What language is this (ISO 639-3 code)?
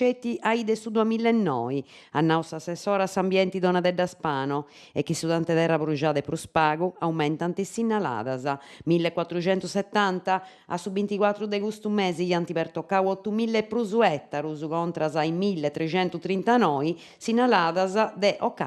srd